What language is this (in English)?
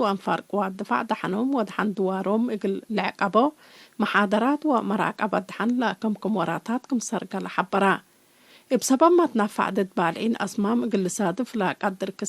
Tigre